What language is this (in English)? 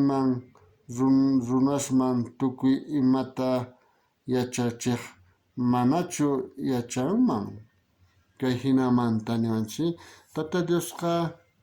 South Bolivian Quechua